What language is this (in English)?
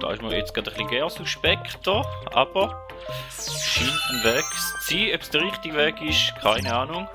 Swiss German